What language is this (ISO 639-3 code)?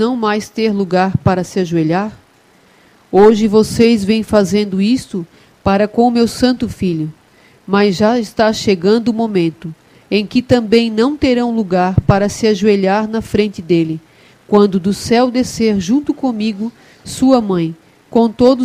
por